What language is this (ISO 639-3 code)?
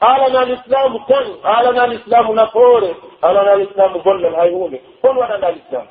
fuf